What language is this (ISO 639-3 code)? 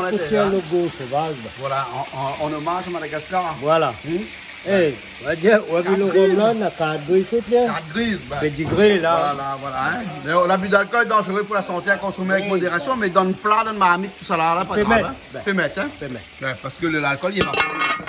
rcf